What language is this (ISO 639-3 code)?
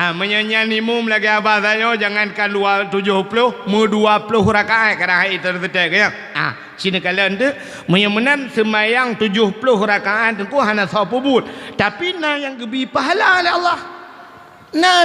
ace